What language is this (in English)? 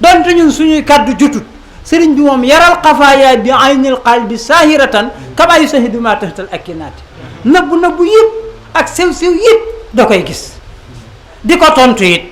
Wolof